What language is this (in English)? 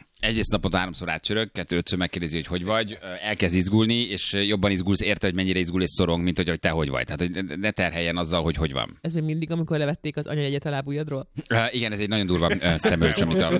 Hungarian